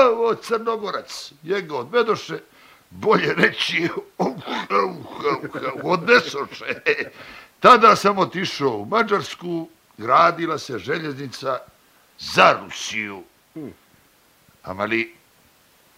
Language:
Bosnian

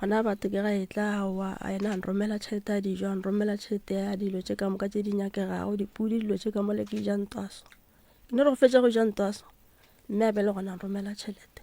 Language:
Northern Sotho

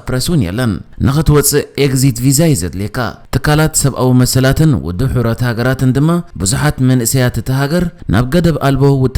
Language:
Tigrinya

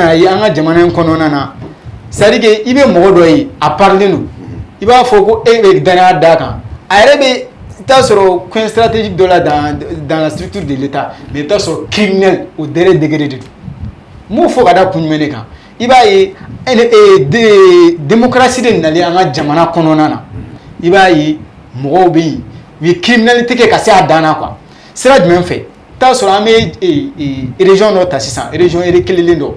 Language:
Bambara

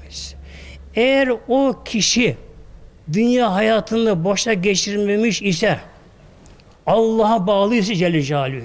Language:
Turkish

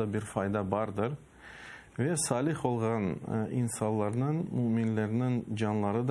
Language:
Crimean Tatar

